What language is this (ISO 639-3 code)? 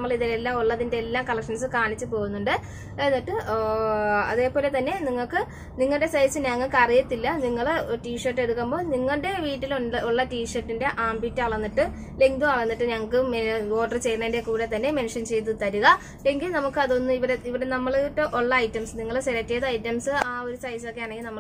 mal